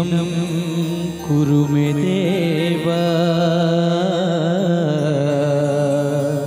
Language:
Gujarati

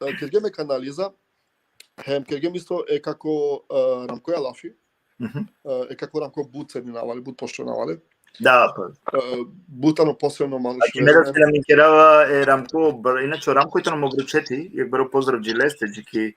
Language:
Balkan Romani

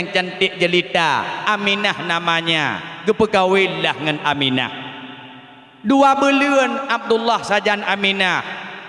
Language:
Achinese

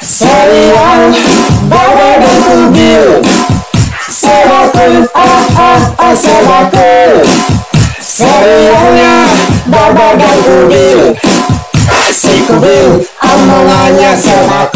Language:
Betawi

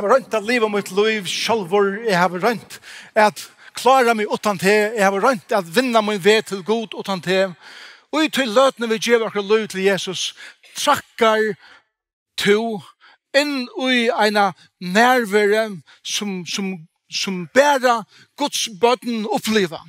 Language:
Faroese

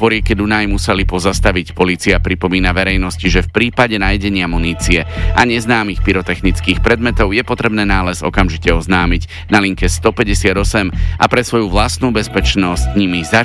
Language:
Slovak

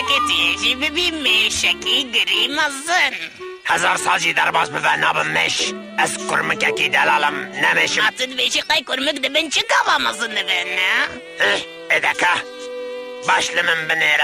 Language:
Kurdish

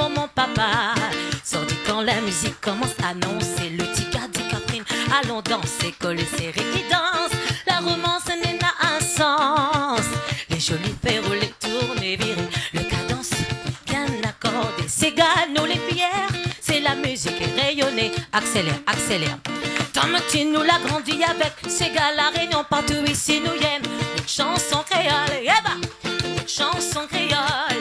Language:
Réunion Creole French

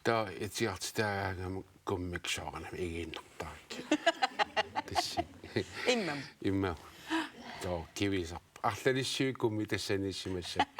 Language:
Kalaallisut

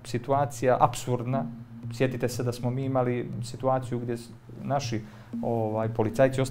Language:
Bosnian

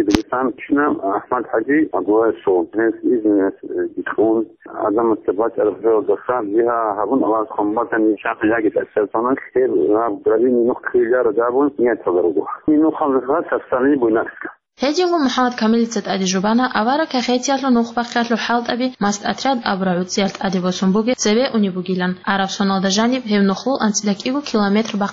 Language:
Avaric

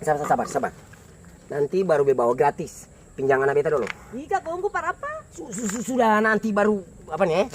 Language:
Ambonese Malay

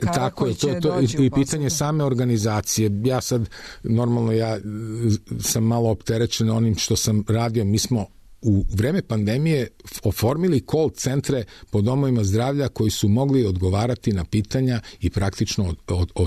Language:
Serbian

